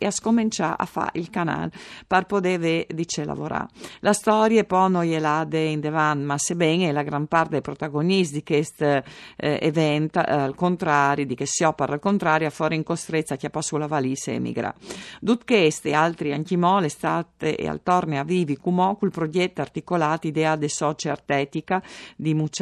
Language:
Friulian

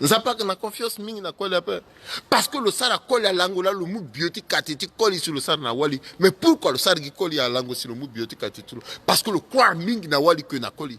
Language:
Sango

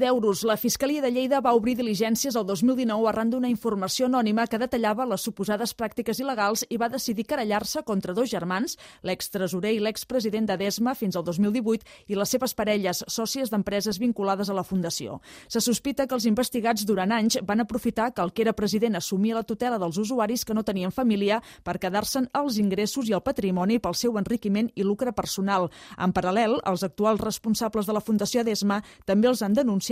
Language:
Catalan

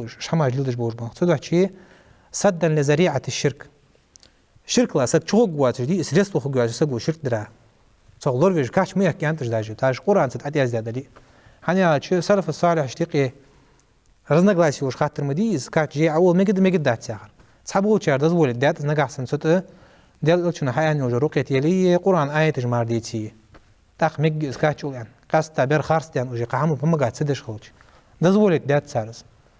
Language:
Ingush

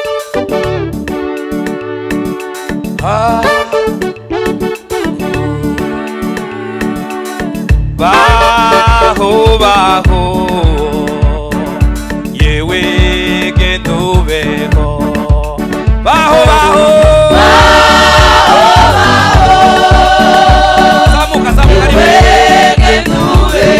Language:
Kinyarwanda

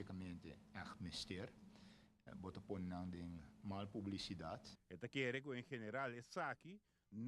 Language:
Papiamento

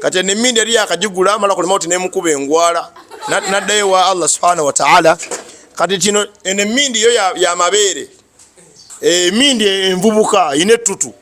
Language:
Ganda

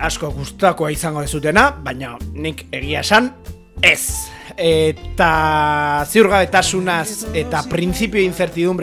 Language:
Basque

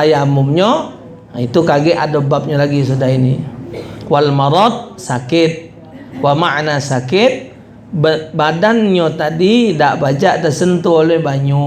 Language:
Musi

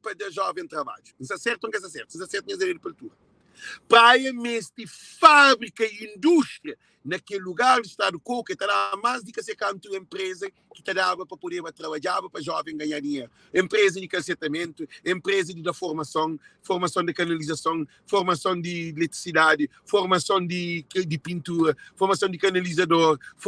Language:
Kabuverdianu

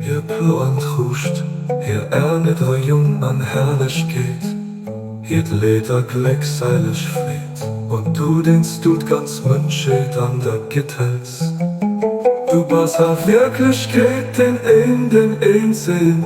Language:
Luxembourgish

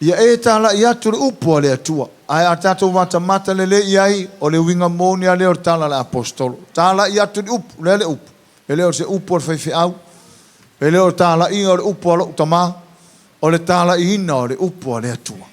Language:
Samoan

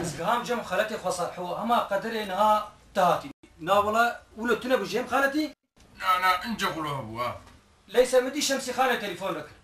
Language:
Kurdish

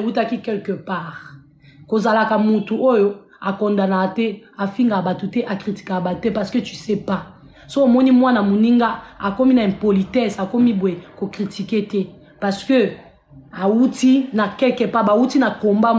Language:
Lingala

